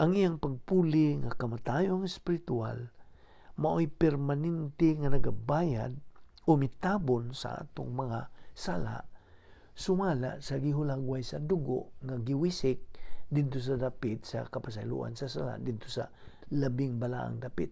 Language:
Cebuano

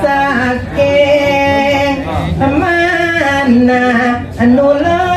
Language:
Balinese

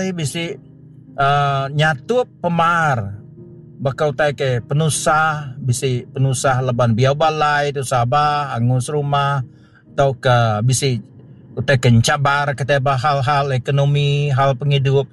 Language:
Iban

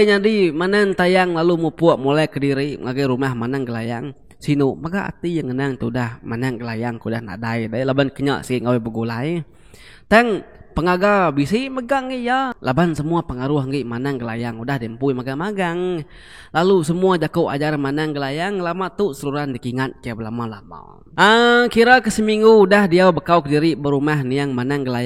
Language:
Iban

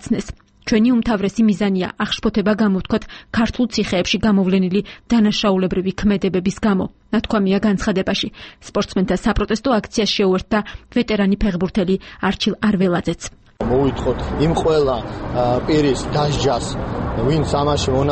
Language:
Georgian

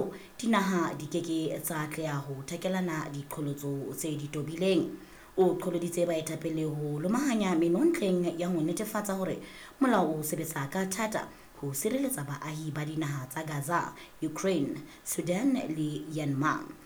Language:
Southern Sotho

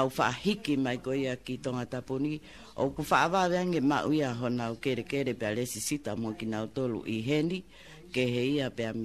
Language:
Tongan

